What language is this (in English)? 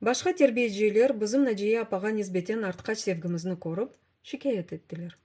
Crimean Tatar